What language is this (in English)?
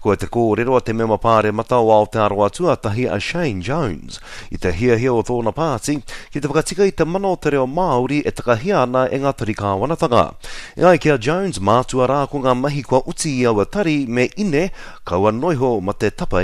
Māori